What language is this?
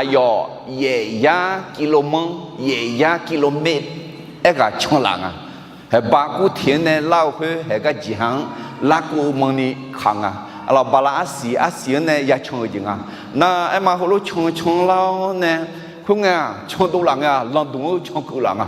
Akha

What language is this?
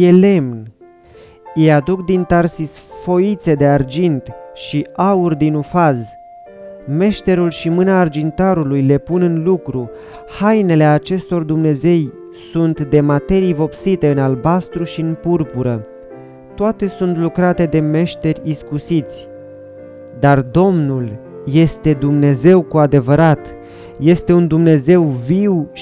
Romanian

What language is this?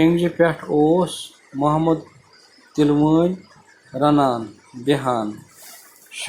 Kashmiri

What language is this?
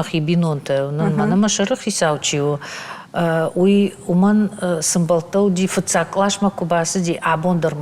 Ossetic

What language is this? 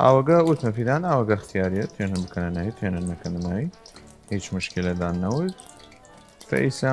Southern Kurdish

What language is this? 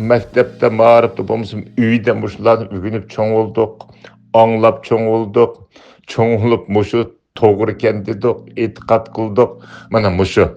Uyghur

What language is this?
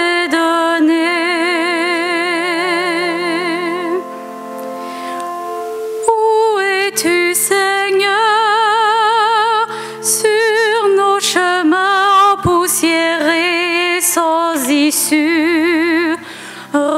French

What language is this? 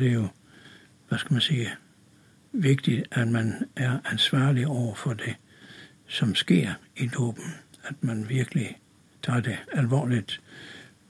Danish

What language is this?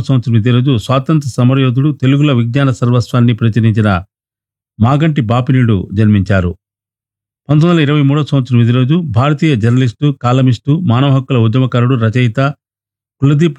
Telugu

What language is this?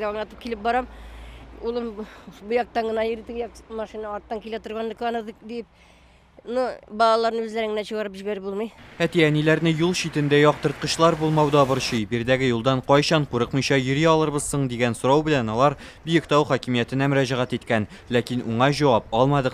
Tatar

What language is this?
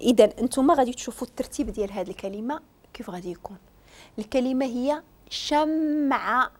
Moroccan Arabic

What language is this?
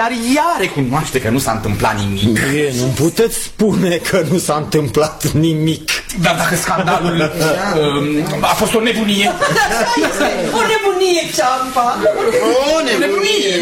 Romanian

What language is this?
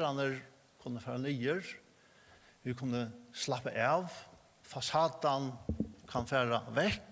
Faroese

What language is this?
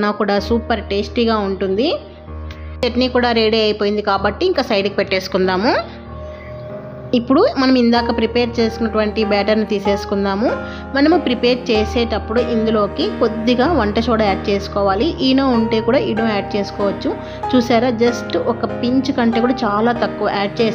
Telugu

